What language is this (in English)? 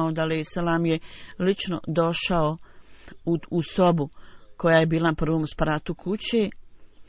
Bosnian